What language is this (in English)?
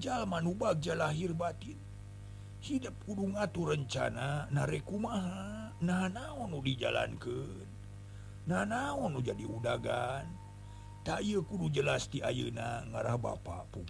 Sundanese